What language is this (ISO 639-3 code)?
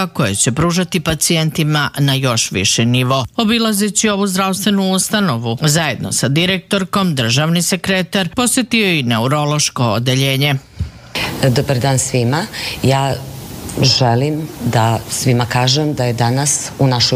srp